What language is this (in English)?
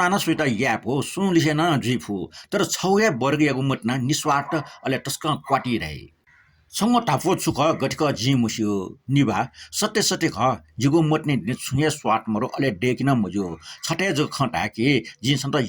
Newari